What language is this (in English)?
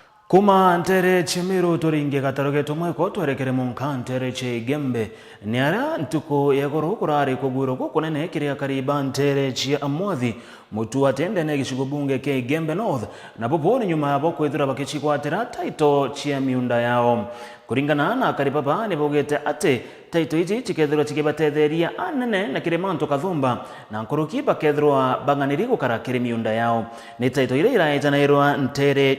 Meru